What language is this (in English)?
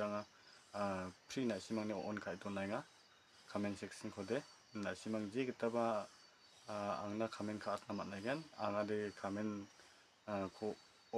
Garo